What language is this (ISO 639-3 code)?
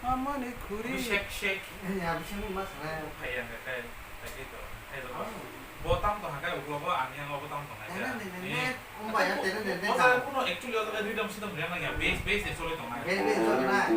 trp